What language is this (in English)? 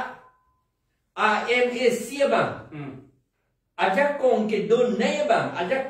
Karbi